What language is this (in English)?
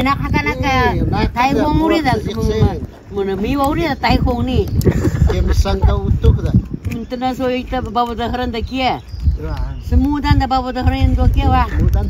Taroko